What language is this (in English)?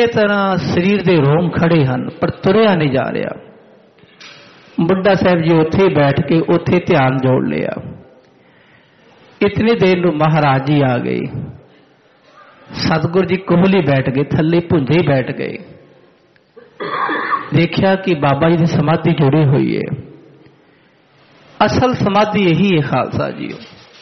Punjabi